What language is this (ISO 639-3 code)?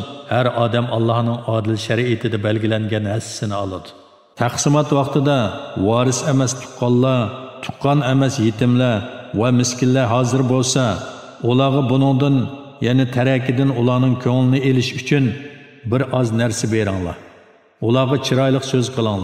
uig